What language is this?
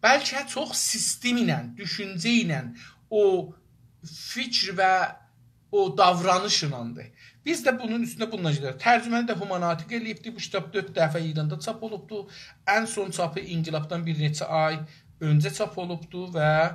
South Azerbaijani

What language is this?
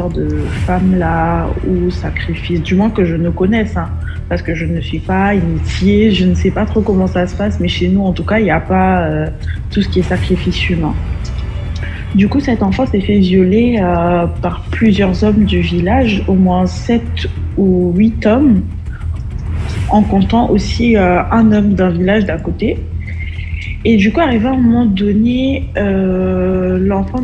French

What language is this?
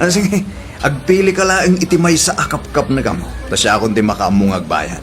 Iloko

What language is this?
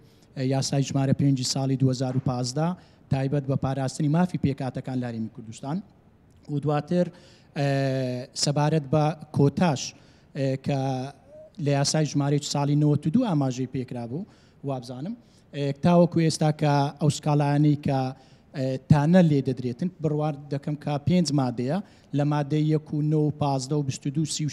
Central Kurdish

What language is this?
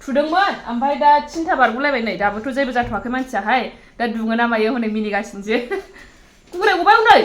Bodo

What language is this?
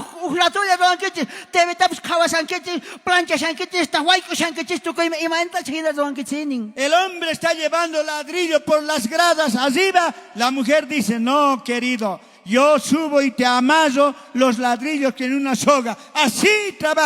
South Bolivian Quechua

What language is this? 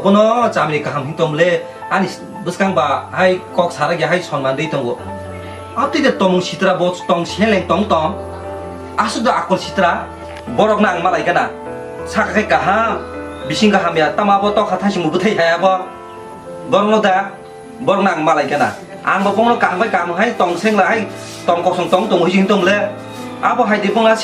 Kok Borok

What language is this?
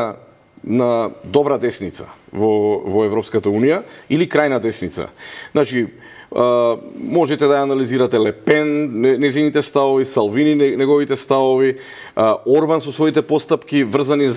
Macedonian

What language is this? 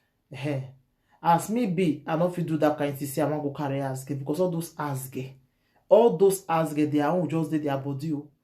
Nigerian Pidgin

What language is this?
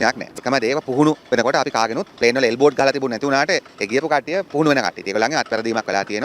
Sinhala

